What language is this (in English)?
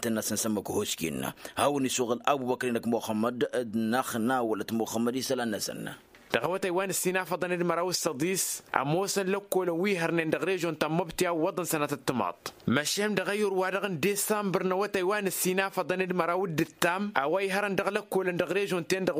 Tamasheq